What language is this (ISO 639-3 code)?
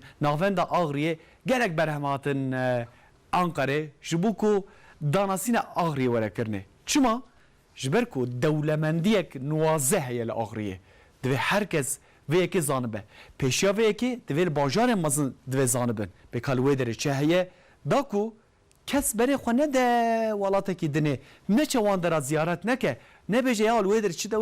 kur